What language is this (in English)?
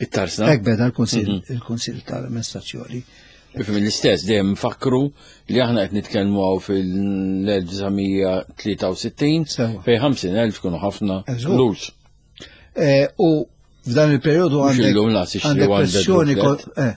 Maltese